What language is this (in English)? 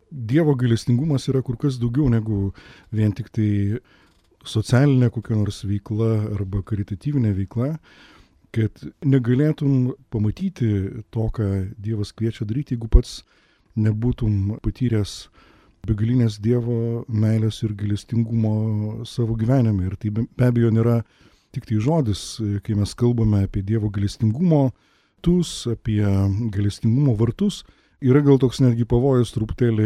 Lithuanian